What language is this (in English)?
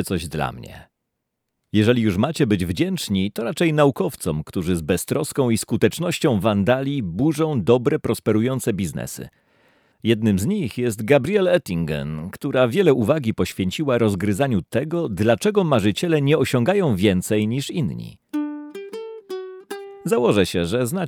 Polish